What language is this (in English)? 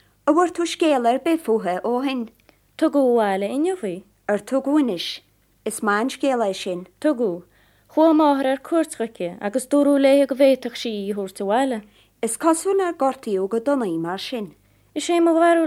Irish